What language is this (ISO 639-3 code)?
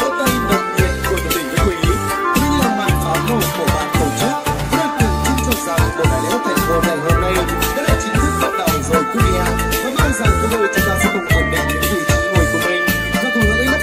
vie